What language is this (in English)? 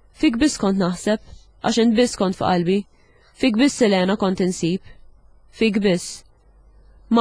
Maltese